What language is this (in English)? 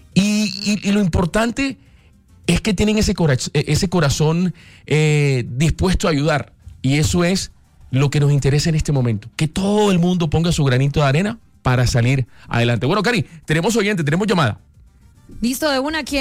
Spanish